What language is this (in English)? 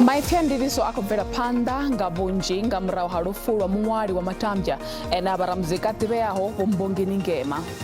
Venda